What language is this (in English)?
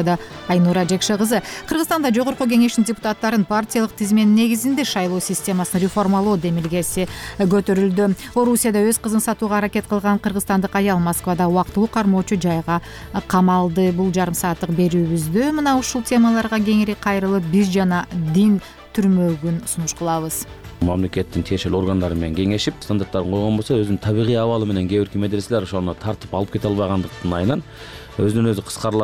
Kyrgyz